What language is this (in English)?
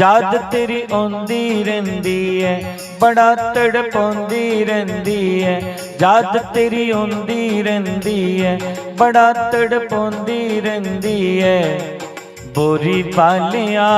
Dogri